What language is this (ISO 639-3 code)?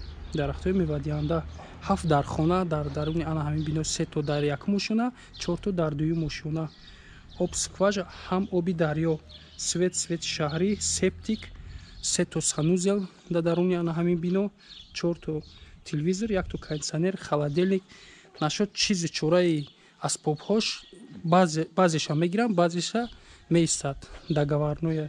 tgk